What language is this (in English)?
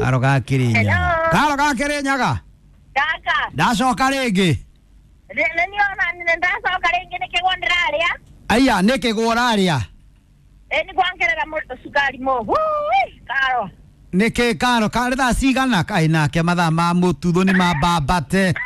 Kikuyu